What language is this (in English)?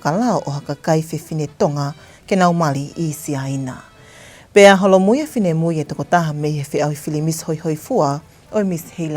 Tongan